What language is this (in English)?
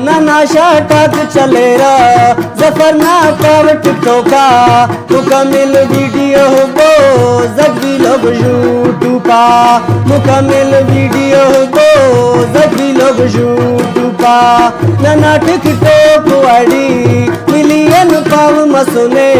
Brahui